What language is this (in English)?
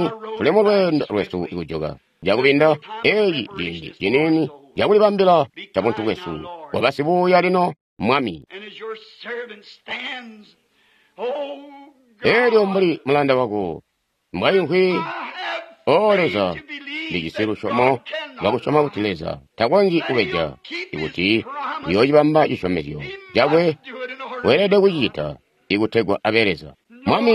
Tonga (Zambia)